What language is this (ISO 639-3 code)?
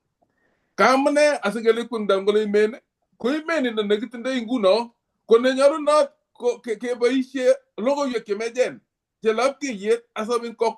kln